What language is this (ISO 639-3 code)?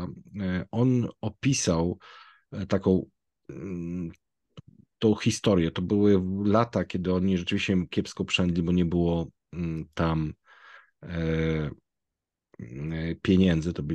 pol